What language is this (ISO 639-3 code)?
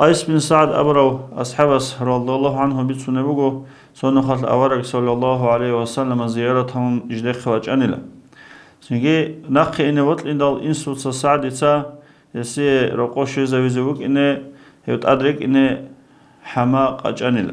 ava